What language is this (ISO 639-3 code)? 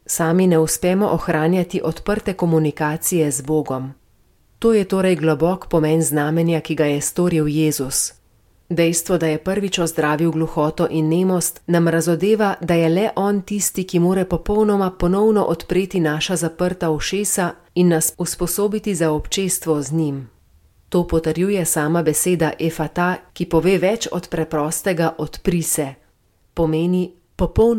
slv